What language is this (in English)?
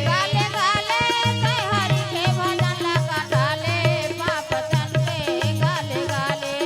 Chhattisgarhi